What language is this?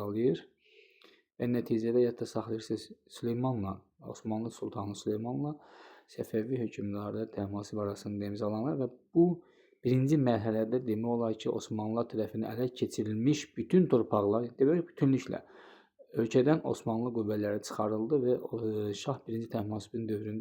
Azerbaijani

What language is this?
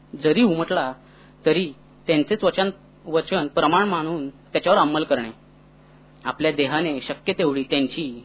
Marathi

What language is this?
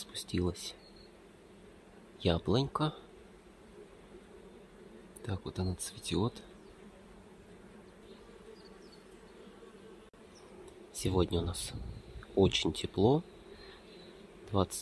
Russian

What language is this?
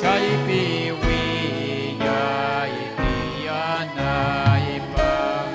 Ayacucho Quechua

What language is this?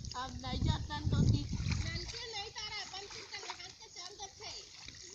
Chhattisgarhi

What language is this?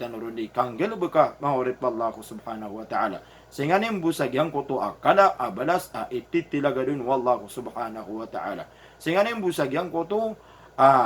Maranao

